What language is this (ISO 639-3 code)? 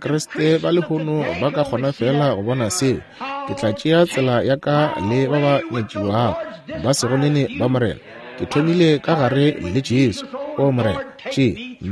nso